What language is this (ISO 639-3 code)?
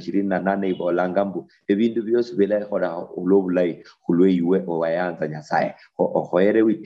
luy